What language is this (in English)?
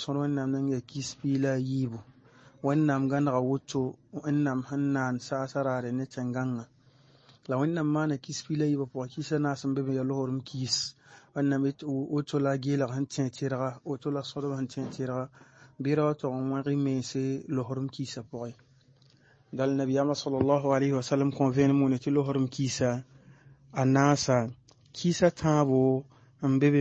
Mossi